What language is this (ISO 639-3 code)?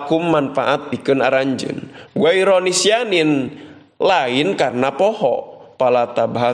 sun